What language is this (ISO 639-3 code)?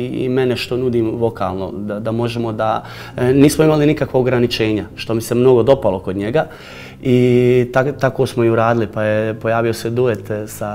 srp